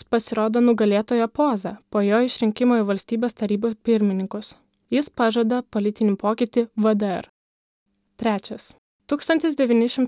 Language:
Lithuanian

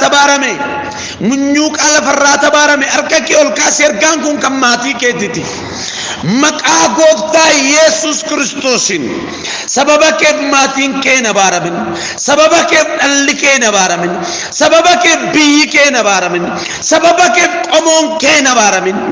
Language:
Oromo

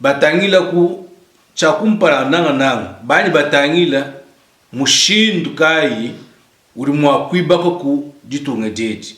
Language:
Luba-Lulua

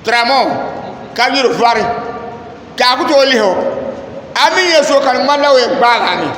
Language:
Dagbani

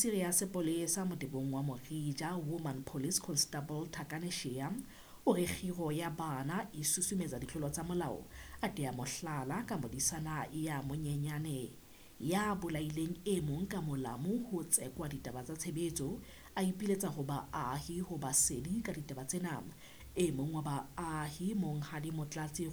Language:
Southern Sotho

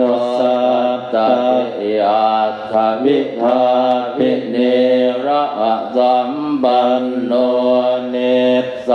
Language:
Pali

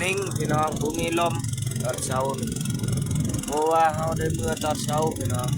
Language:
Lao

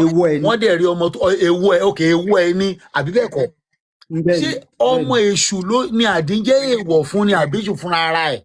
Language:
Yoruba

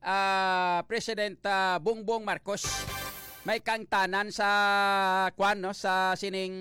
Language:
Hiligaynon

